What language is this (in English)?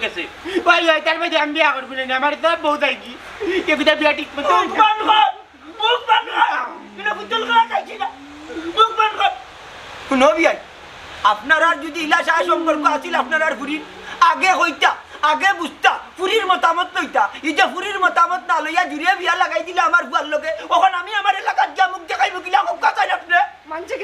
Sylheti